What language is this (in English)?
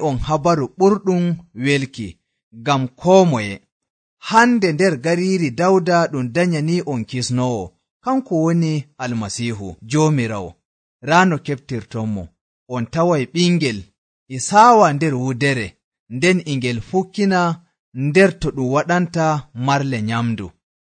Nigerian Fulfulde